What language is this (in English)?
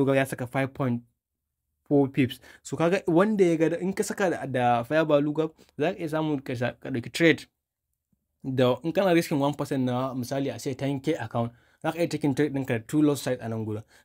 Hausa